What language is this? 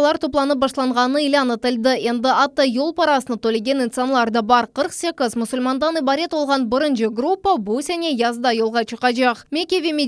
Crimean Tatar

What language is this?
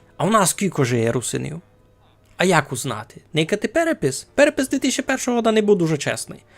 Rusyn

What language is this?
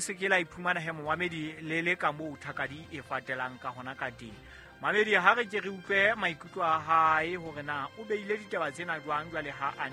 Southern Sotho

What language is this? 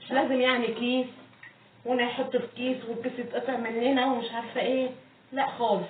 Egyptian Arabic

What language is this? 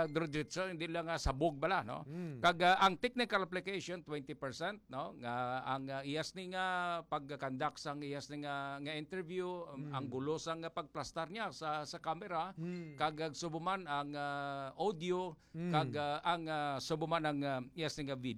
Hiligaynon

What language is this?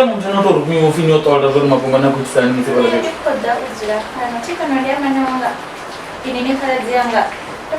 Venda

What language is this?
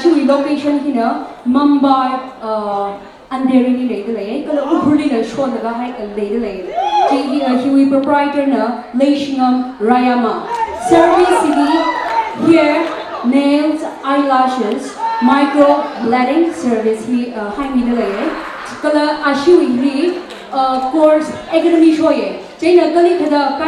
Tangkhul Naga (India)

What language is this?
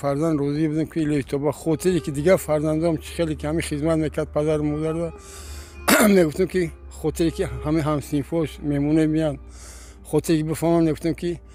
Tajik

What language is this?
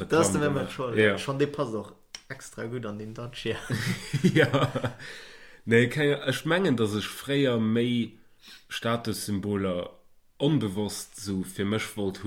Luxembourgish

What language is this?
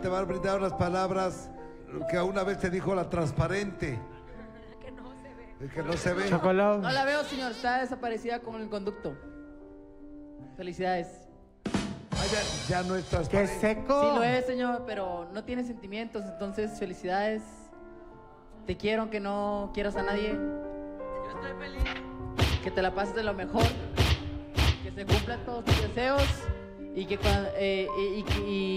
Spanish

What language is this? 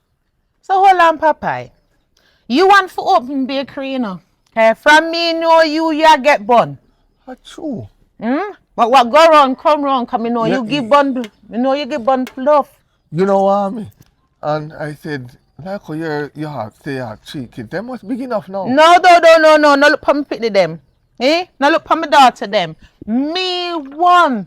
Jamaican Creole English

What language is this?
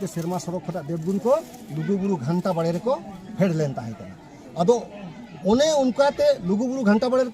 Santali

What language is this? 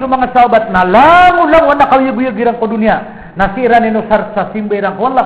Maranao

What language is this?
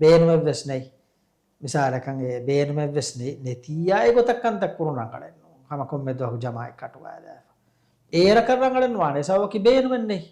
Divehi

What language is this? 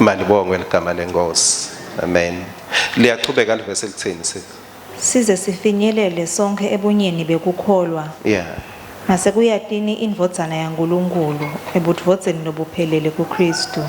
Swati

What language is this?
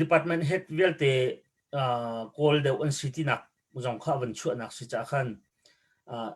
Hakha Chin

